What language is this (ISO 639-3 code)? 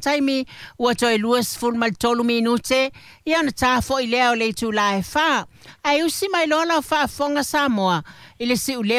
smo